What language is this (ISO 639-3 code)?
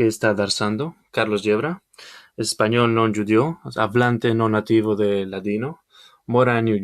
lad